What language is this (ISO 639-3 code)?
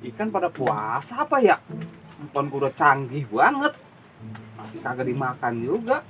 bew